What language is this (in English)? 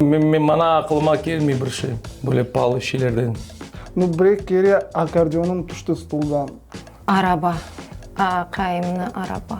Crimean Tatar